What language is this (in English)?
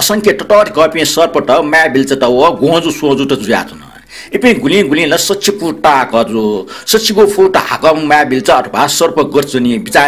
Newari